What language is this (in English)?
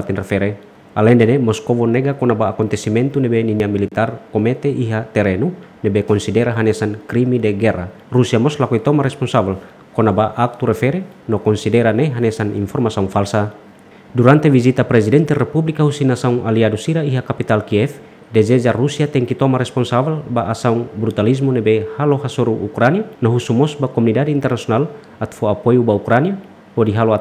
Tetum